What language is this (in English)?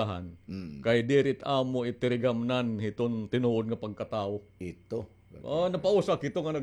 Waray